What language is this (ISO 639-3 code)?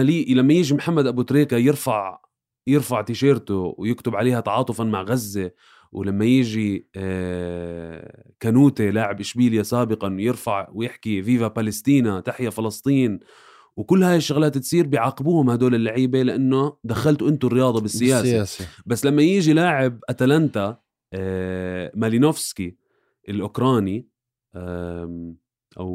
apc